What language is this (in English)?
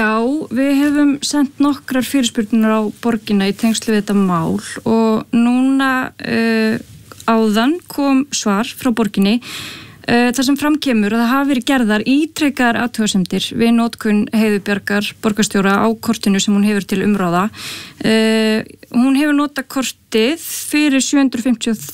Icelandic